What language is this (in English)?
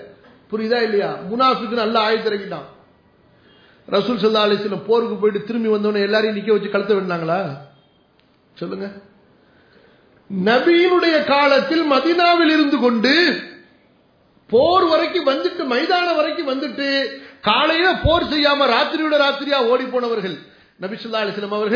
Tamil